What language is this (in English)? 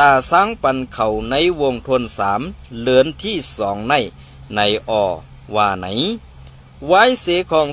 Shan